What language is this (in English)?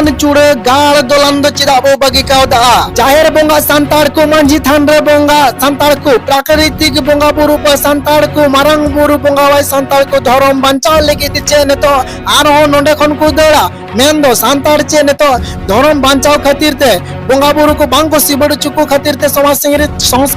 Santali